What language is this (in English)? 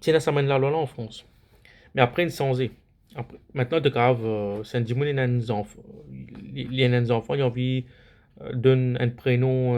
Morisyen